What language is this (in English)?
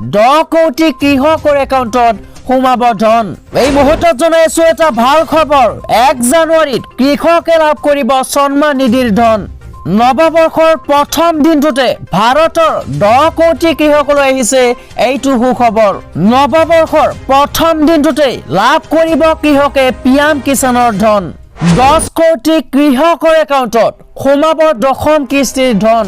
Assamese